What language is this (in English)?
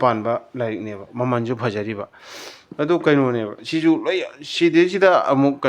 Manipuri